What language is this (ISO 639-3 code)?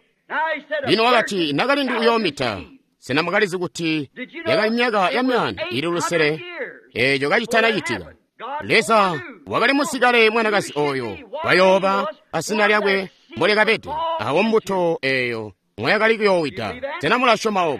toi